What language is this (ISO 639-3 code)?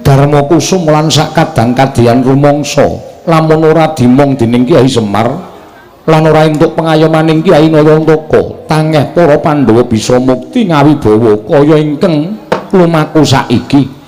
jav